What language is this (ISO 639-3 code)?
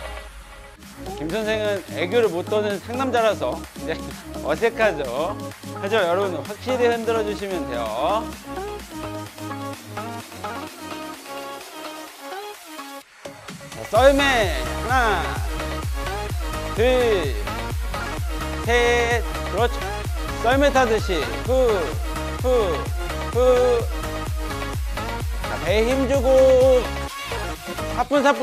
kor